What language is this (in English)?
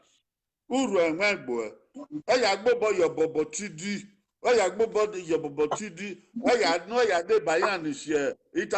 Bini